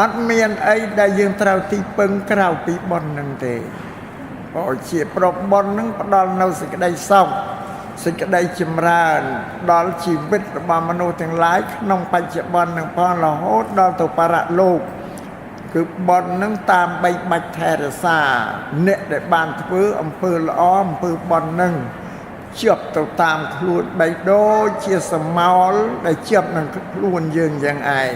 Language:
Khmer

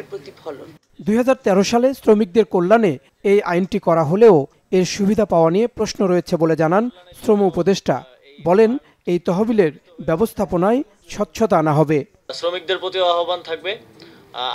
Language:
Bangla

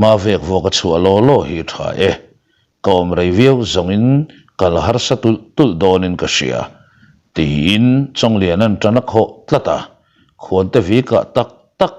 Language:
Mizo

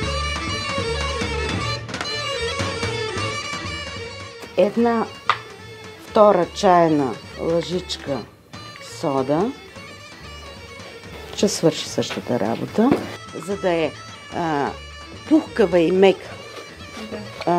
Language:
Bulgarian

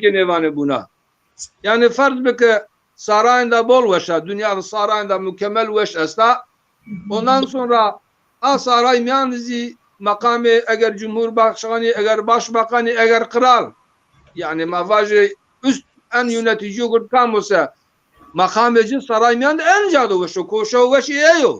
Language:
Zaza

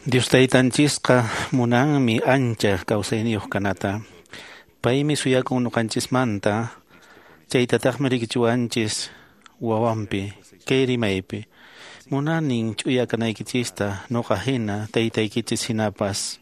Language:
Quechua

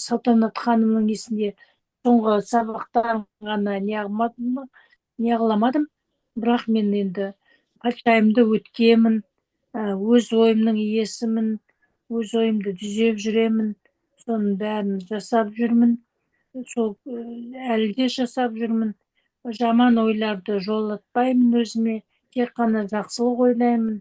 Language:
Kazakh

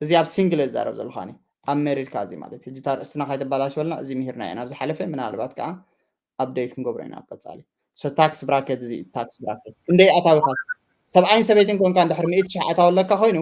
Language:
Tigrinya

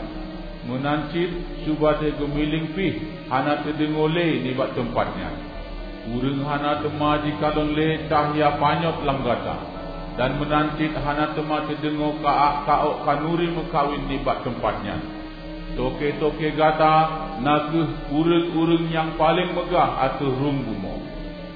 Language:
Achinese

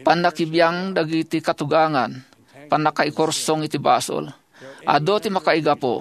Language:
Iloko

